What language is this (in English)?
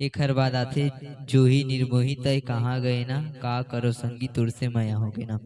Chhattisgarhi